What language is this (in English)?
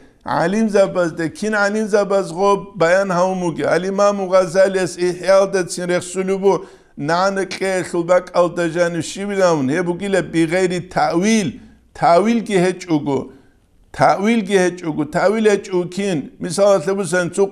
Avaric